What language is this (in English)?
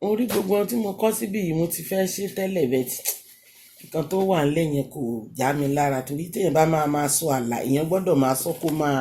Yoruba